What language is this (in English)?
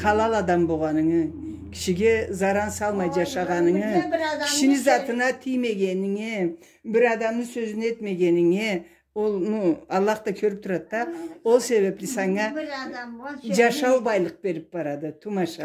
Karachay-Balkar